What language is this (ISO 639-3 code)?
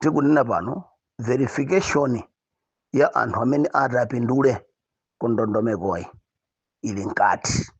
nya